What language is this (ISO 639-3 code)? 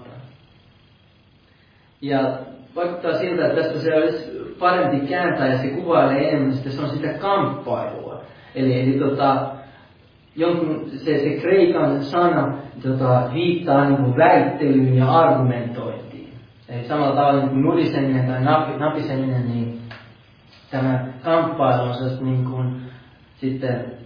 fin